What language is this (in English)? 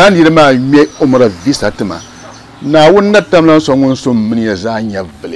Dagbani